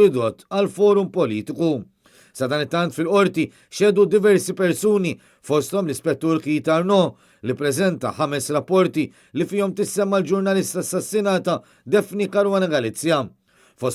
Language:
Maltese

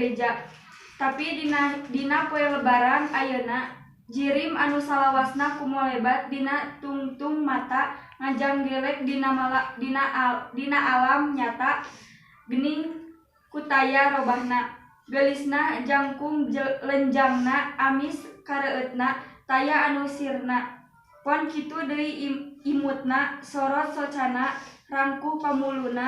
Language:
Sundanese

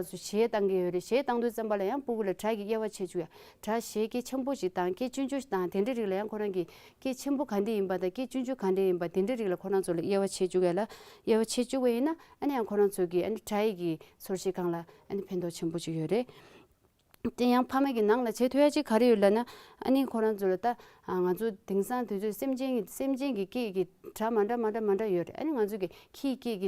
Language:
Tibetan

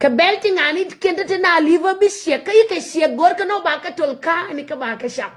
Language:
Nuer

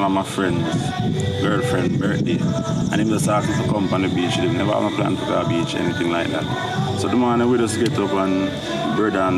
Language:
Jamaican Creole English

